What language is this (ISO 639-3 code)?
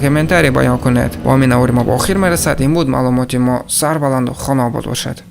tgk